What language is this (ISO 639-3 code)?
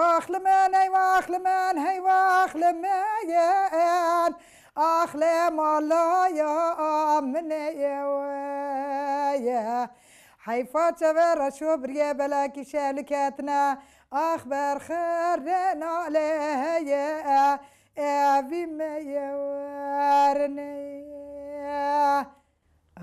kur